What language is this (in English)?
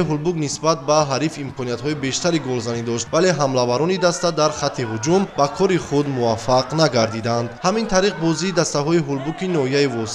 Tajik